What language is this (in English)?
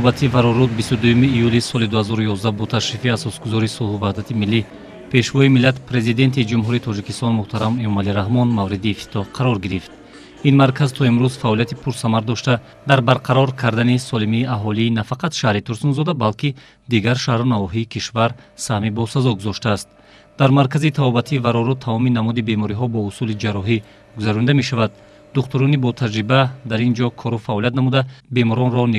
Tajik